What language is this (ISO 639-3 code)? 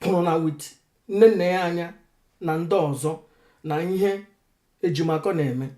ibo